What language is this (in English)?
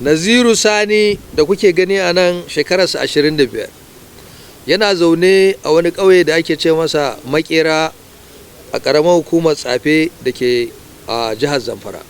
Hausa